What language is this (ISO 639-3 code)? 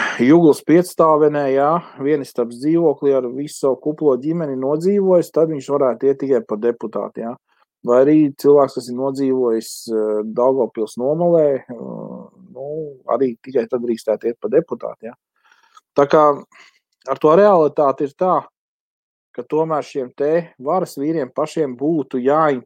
lav